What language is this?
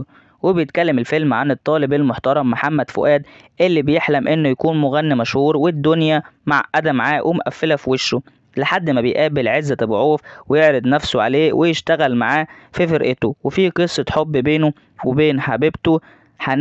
Egyptian Arabic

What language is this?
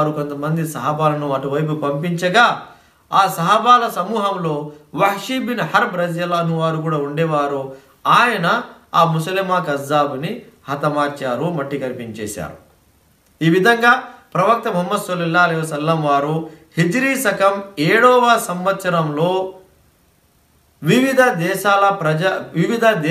Telugu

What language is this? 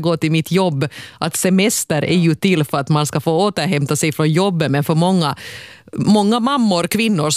Swedish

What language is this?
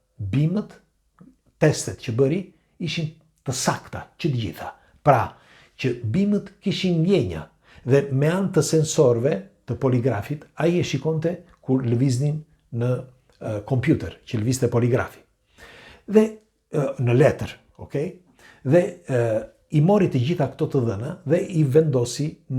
Albanian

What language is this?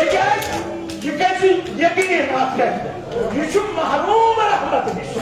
Kashmiri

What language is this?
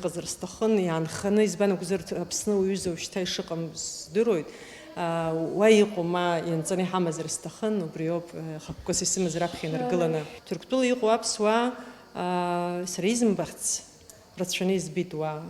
Abkhazian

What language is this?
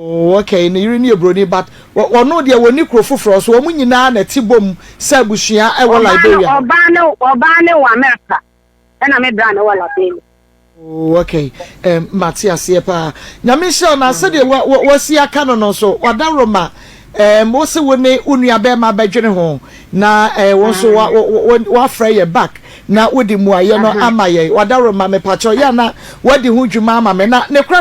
Akan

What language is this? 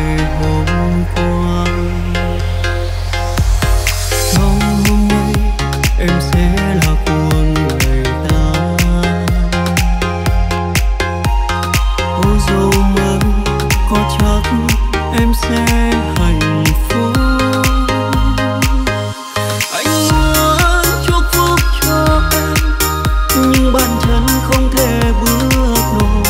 Vietnamese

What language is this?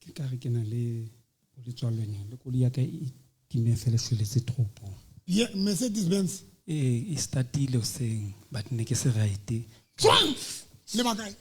Southern Sotho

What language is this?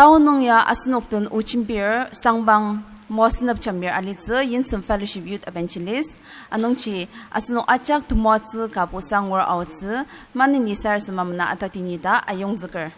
Ao Naga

